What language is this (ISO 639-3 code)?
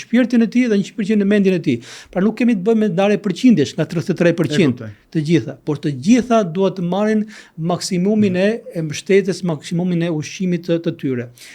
sqi